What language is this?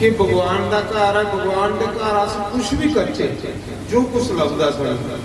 Dogri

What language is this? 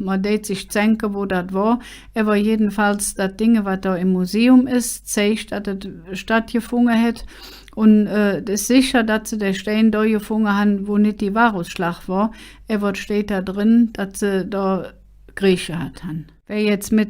Colognian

